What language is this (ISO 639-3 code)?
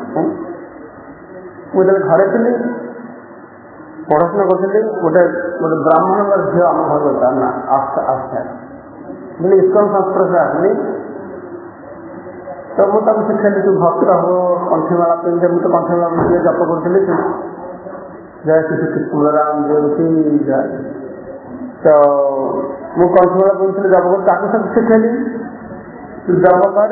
ori